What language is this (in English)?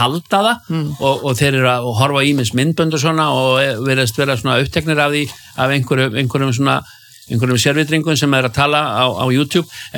Icelandic